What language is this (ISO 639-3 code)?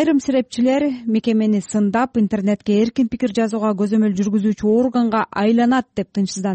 kir